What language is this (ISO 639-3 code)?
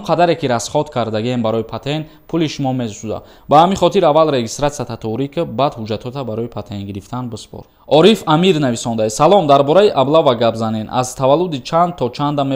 tgk